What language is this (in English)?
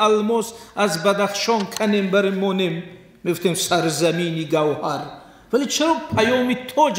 Tajik